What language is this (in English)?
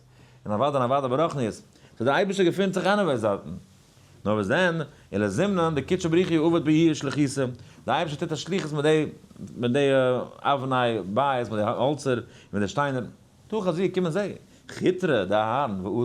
Yiddish